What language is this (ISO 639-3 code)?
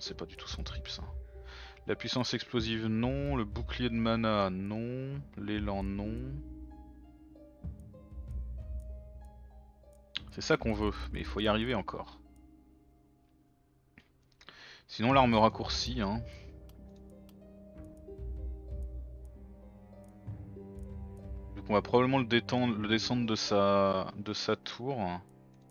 fra